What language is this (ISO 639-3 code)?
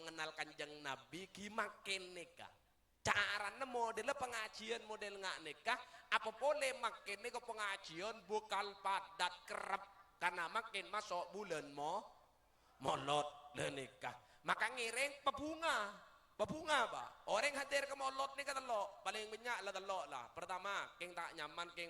mad